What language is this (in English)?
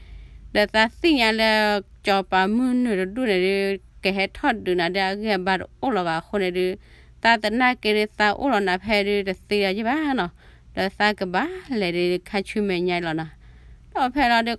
S'gaw Karen